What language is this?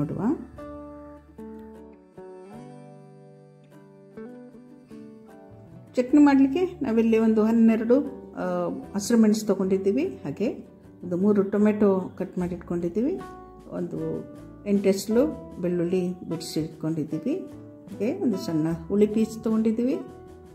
Kannada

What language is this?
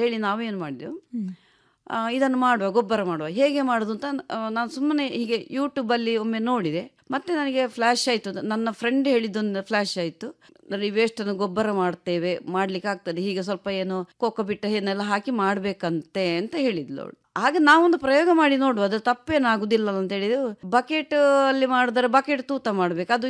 Kannada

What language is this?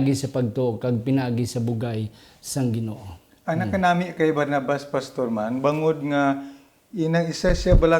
Hiligaynon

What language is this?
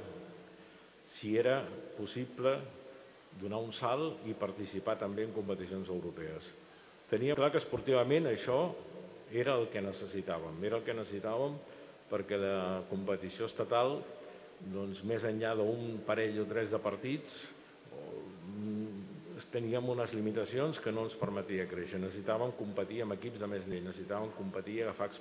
Catalan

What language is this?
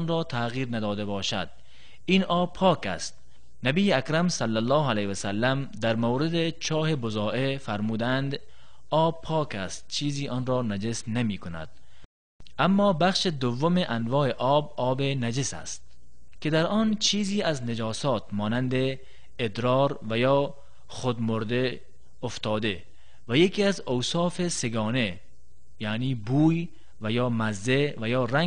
Tajik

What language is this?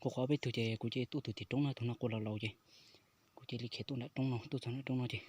Hmong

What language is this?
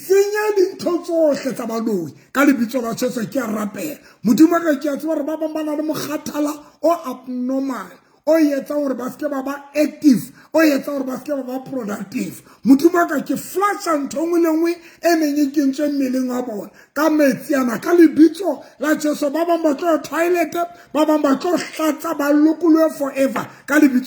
Southern Sotho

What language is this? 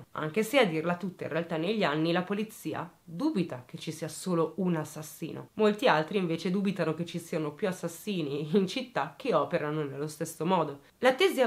Italian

